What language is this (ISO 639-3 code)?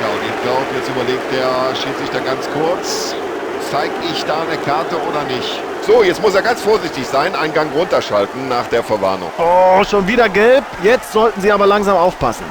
bar